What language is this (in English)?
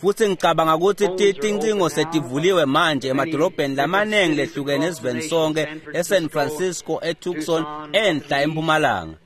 Swati